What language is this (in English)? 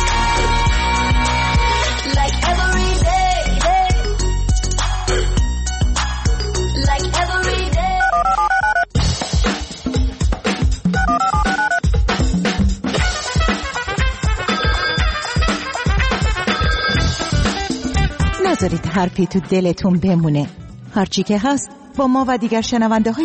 Persian